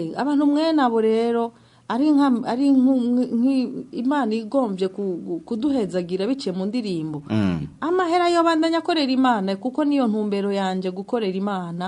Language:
Rundi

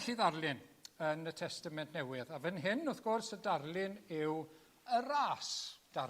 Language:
Welsh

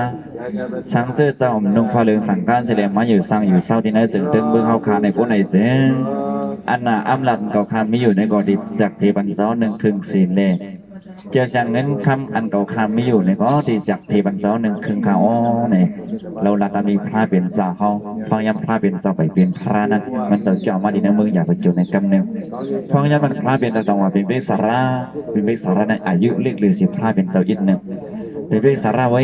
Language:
Shan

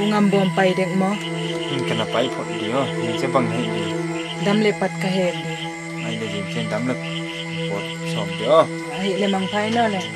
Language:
Tedim Chin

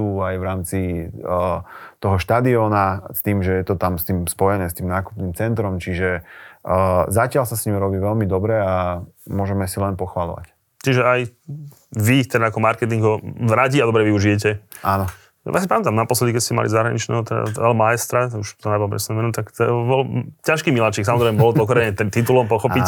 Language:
Slovak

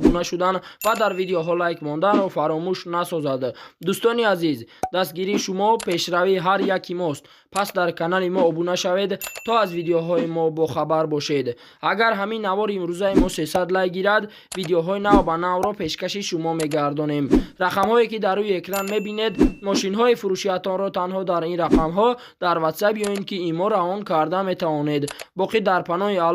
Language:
Tajik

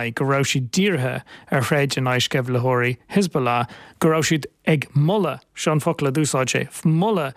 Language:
Irish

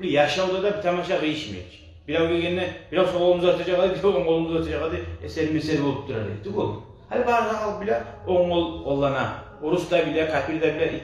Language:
Kumyk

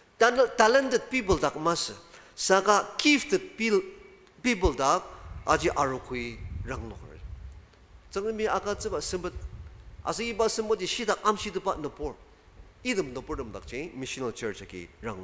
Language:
Ao Naga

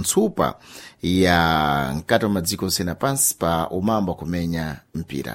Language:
Sena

